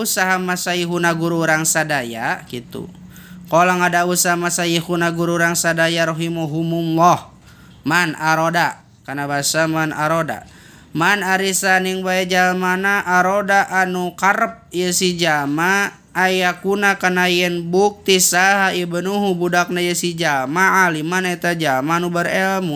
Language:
Sundanese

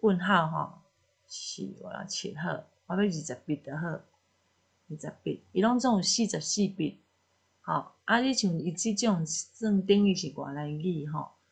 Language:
Min Nan Chinese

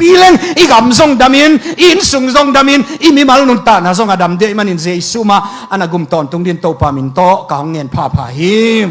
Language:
Tedim Chin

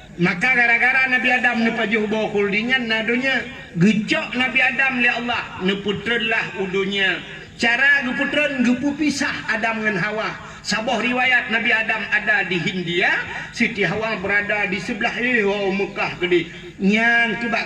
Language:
Achinese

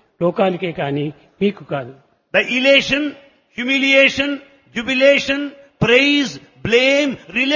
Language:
Telugu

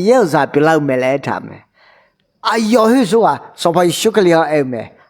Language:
Akha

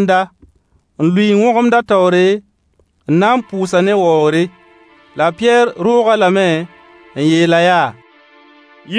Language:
Mossi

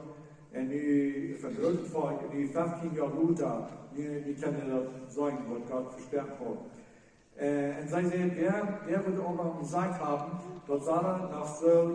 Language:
Plautdietsch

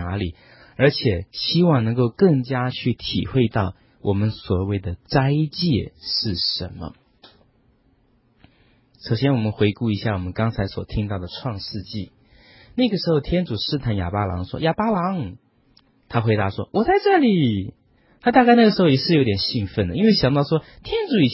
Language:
Chinese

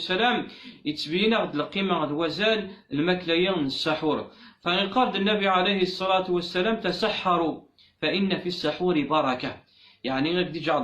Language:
Kabyle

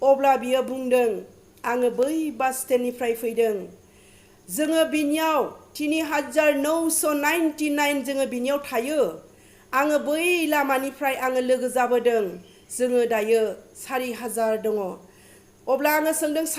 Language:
Bodo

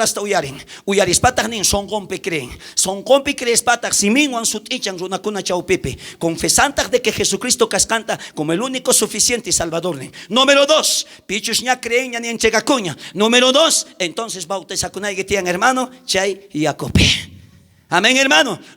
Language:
South Bolivian Quechua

